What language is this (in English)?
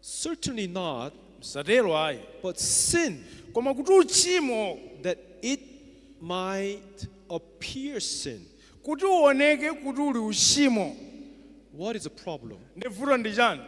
Nyanja